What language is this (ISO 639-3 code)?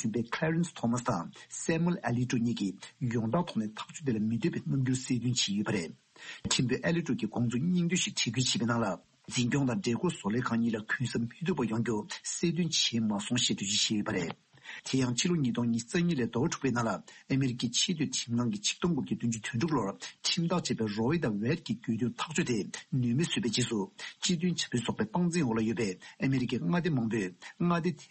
bod